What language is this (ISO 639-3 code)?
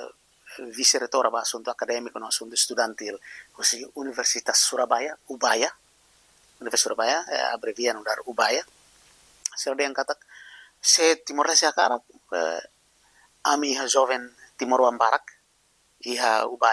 tet